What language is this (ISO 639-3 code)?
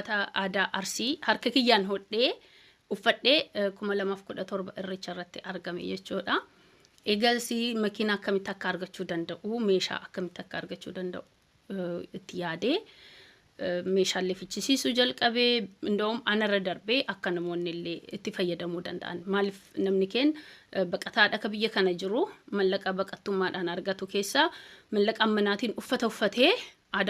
orm